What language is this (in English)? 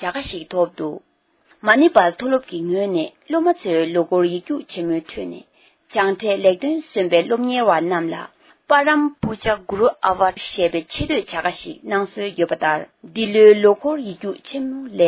Tibetan